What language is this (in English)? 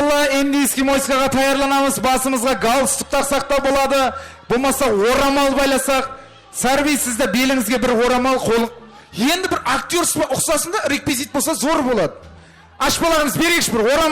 Kara-Kalpak